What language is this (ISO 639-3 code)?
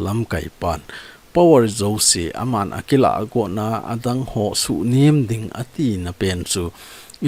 tcz